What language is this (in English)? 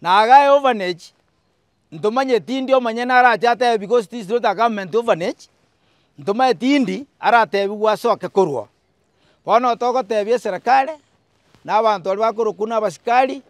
Gusii